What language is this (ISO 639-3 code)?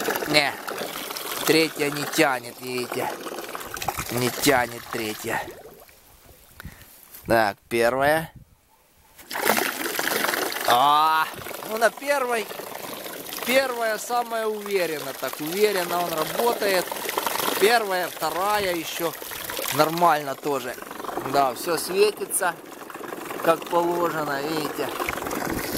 rus